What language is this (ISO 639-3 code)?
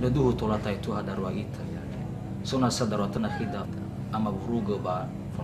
nia